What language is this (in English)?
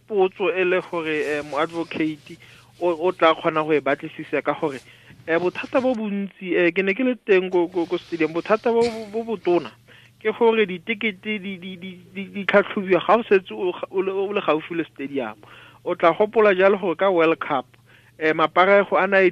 Tswana